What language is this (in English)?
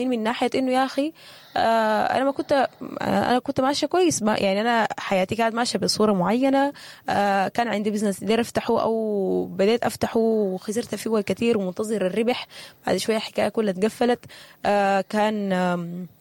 Sudanese Arabic